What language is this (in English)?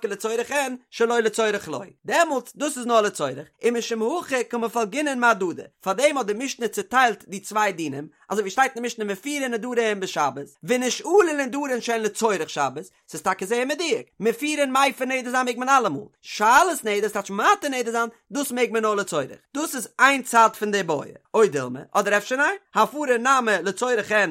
Yiddish